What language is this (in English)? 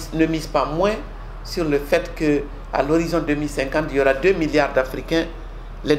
French